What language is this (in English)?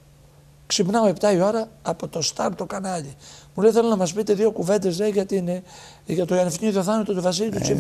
Greek